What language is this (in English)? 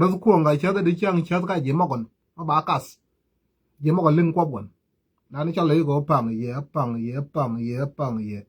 Nuer